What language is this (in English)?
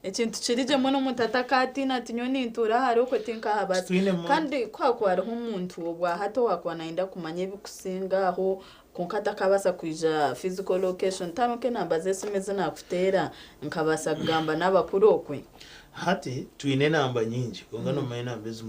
Nyankole